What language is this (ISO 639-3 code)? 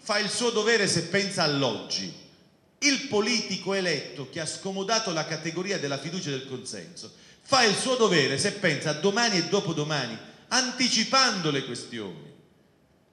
ita